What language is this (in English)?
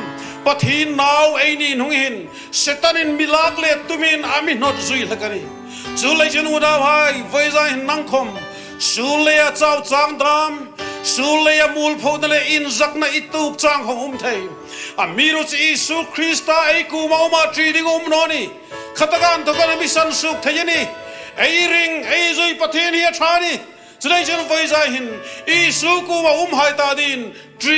Hmar